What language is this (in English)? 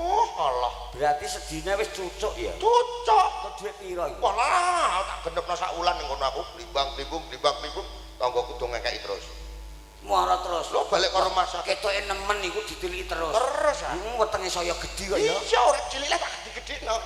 Javanese